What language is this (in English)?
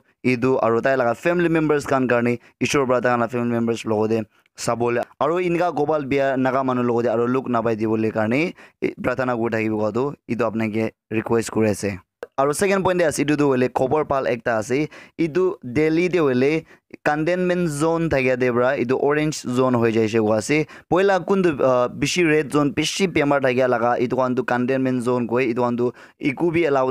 Naga Pidgin